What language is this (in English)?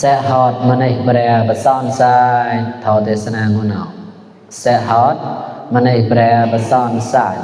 Mon